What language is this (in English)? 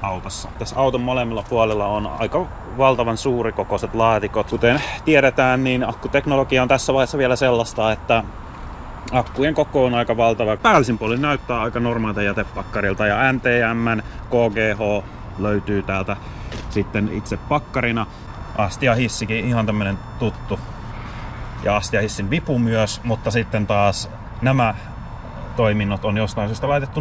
Finnish